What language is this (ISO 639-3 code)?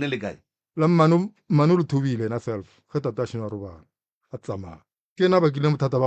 nso